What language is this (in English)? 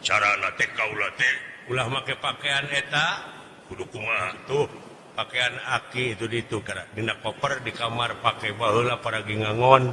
Sundanese